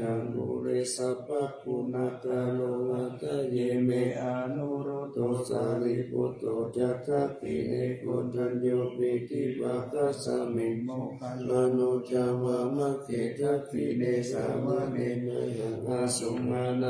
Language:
Pali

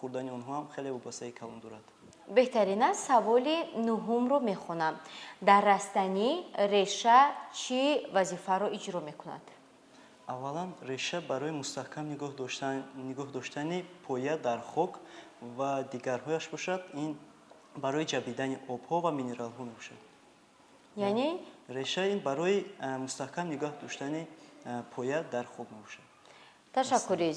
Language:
Tajik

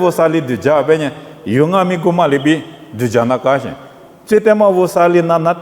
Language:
Lisu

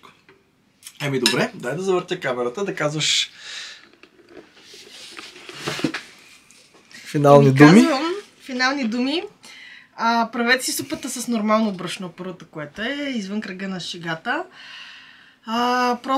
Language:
Bulgarian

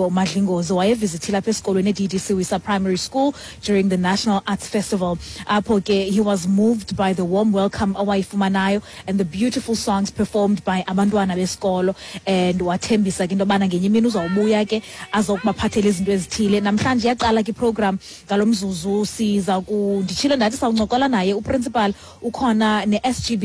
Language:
Xhosa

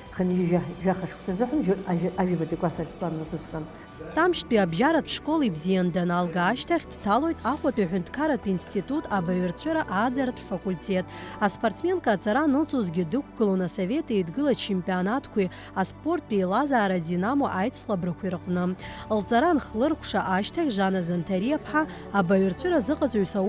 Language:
Abkhazian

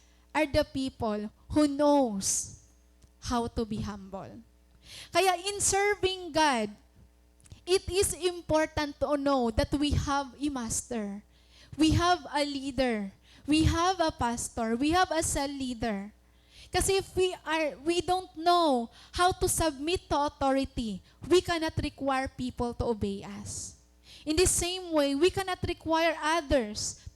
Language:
Waray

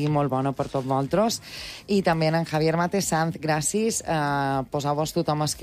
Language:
Catalan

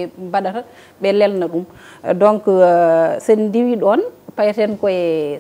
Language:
Fula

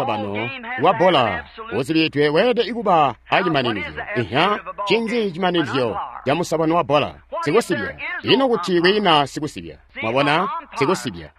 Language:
Tonga (Zambia)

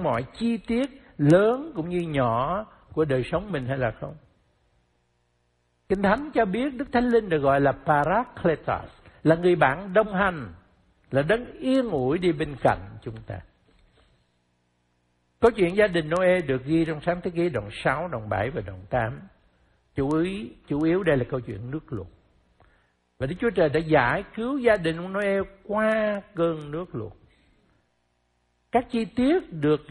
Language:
Vietnamese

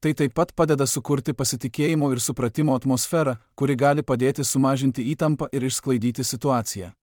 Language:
Lithuanian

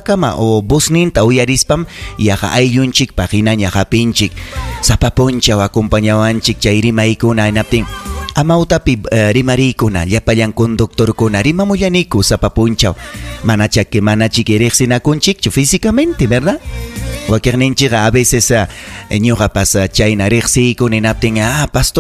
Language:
Ayacucho Quechua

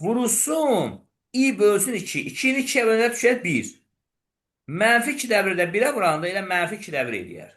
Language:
Azerbaijani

